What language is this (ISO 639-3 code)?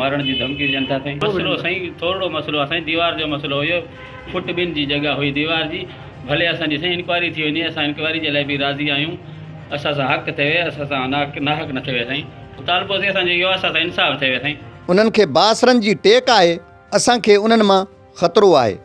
snd